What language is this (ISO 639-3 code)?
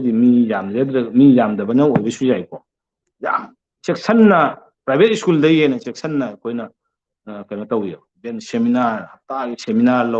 mni